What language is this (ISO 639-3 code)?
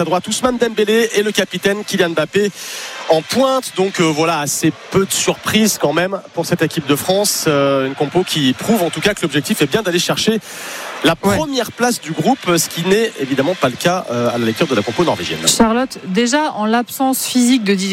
fra